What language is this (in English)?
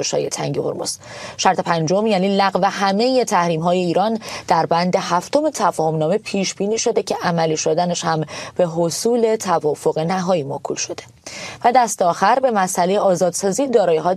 Persian